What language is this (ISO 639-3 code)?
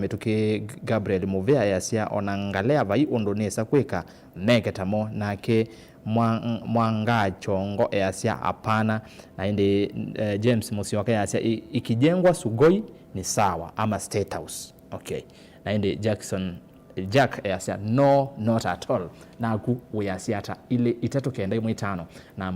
kam